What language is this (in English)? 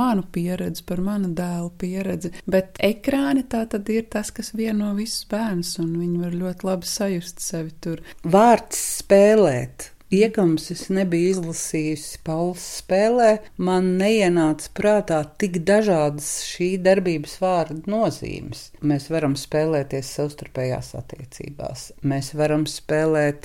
Latvian